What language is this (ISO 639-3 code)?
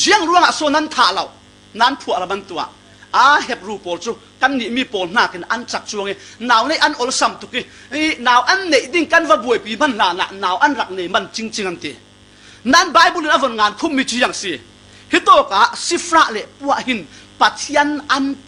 cfm